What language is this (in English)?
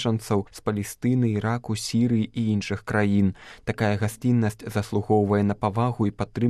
Belarusian